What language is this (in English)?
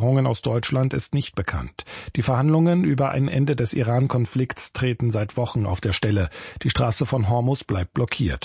German